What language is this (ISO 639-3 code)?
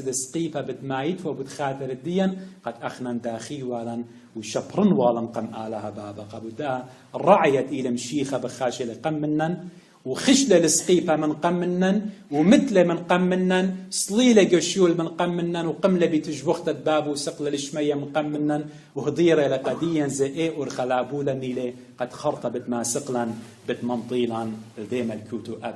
aii